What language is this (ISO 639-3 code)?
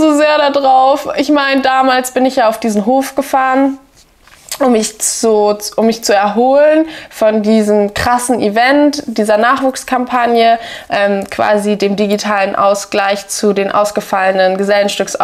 deu